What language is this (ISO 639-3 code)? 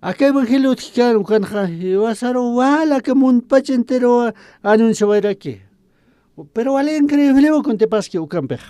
aym